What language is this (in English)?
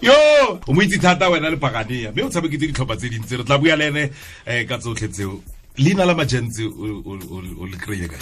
Tswana